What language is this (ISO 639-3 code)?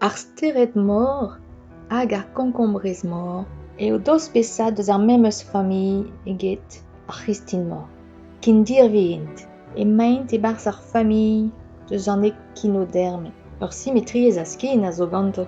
bre